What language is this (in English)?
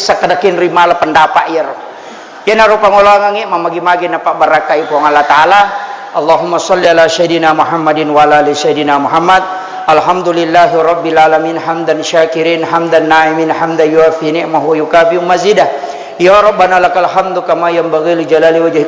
Buginese